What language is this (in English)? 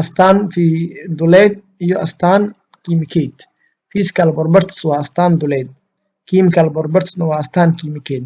Somali